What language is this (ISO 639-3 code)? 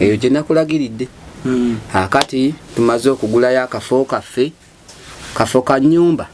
lug